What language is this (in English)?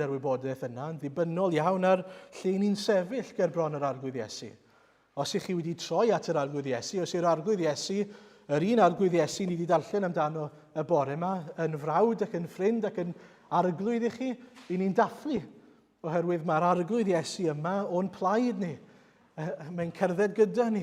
Welsh